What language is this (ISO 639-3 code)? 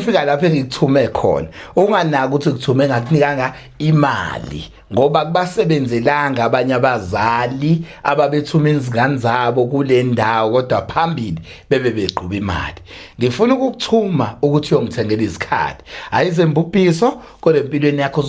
zul